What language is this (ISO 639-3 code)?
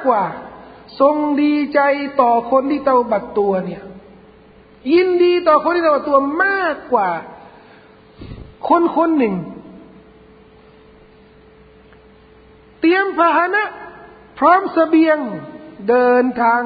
tha